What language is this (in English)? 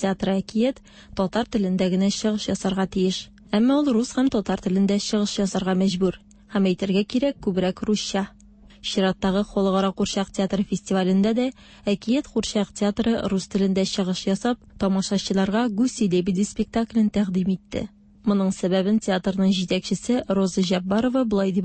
Tatar